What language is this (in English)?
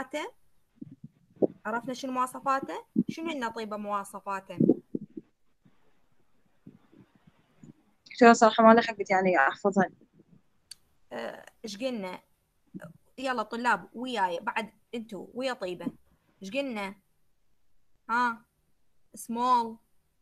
Mesopotamian Arabic